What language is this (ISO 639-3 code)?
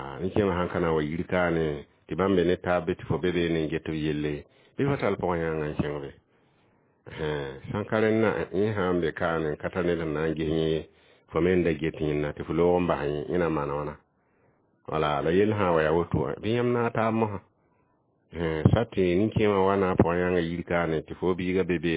mos